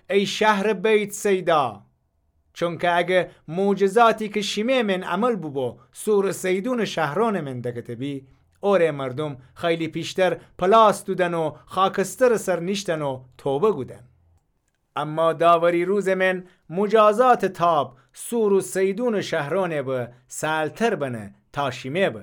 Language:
Gilaki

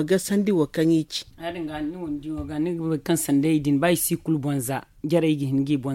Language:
Zarma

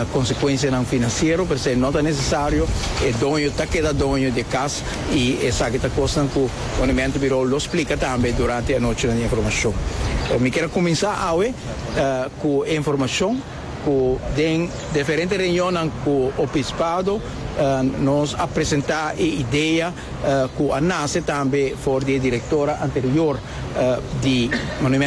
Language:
Papiamento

